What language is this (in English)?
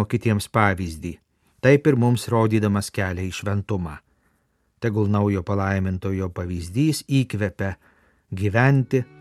Lithuanian